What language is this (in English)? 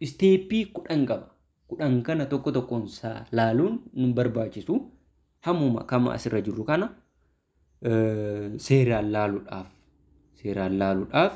Oromo